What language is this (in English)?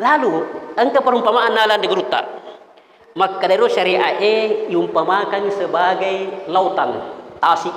Buginese